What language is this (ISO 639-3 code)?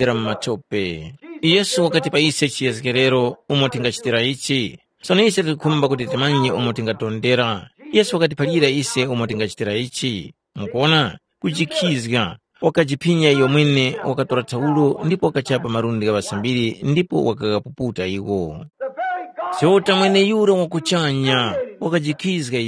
tum